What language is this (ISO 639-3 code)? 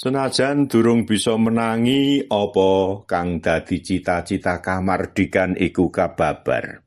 jav